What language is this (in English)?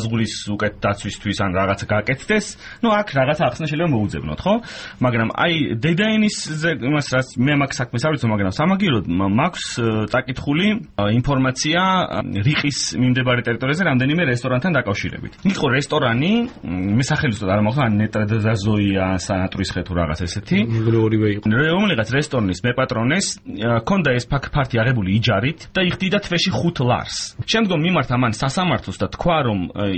Georgian